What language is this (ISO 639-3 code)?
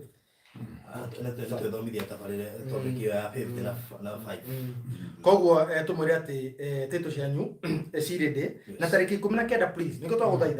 kik